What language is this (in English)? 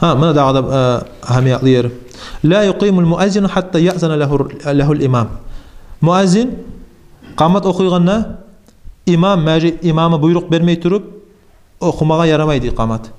Kumyk